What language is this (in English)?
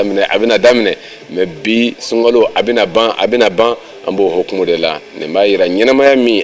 Bambara